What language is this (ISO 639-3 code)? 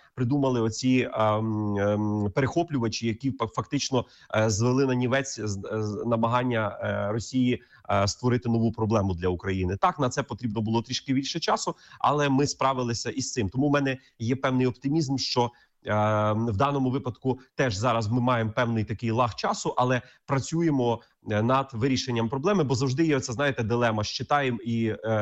ukr